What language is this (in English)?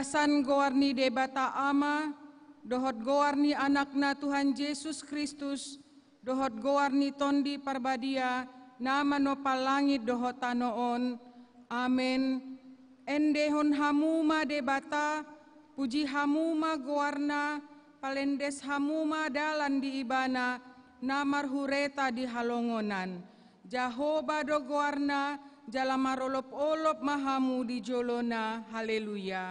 Batak Toba